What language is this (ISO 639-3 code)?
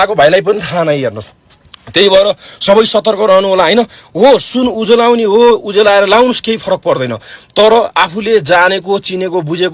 nep